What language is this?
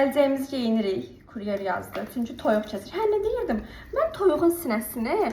Azerbaijani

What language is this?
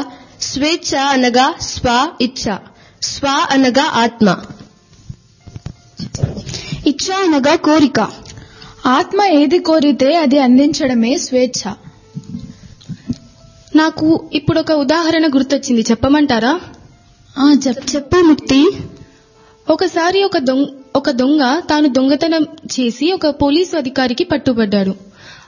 Telugu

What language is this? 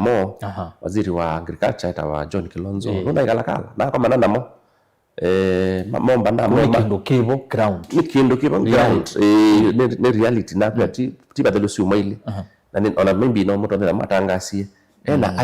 Kamba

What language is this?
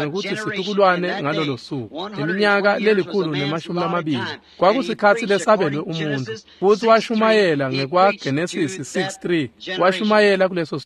Swati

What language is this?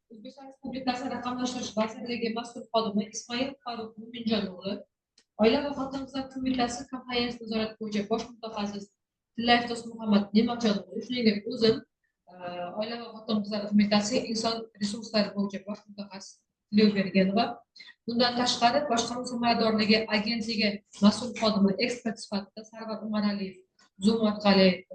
Uzbek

